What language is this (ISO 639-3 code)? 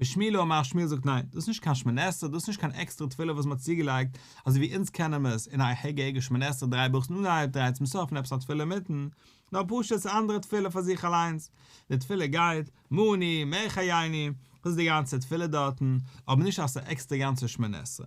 yid